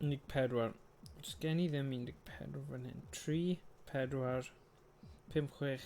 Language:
Welsh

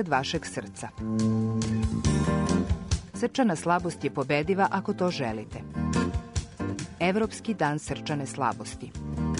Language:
Serbian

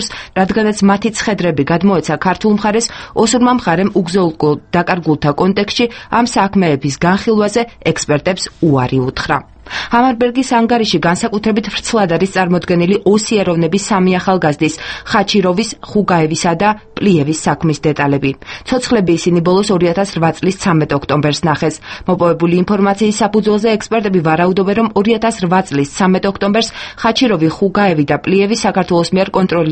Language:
Georgian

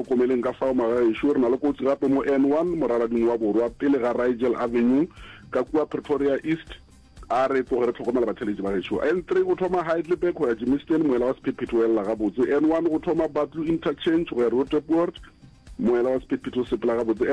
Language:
Northern Sotho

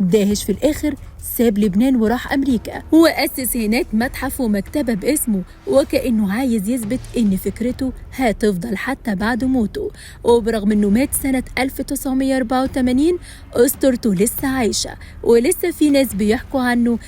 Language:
Egyptian Arabic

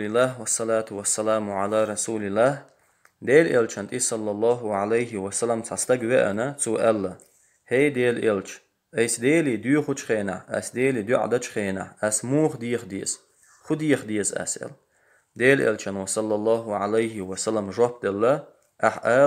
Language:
Chechen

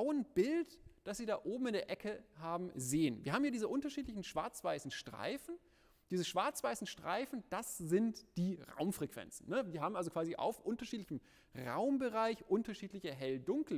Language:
German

